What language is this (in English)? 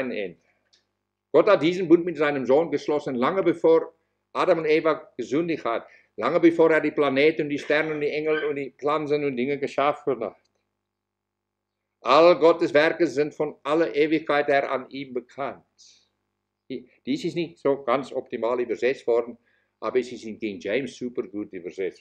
German